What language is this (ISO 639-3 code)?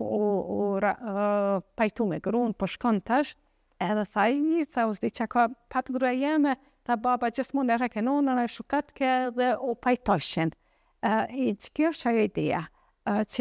sqi